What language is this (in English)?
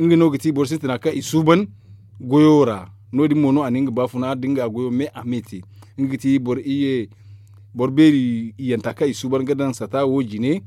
Zarma